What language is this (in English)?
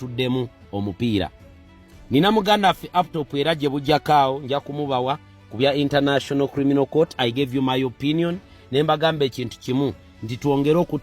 Ganda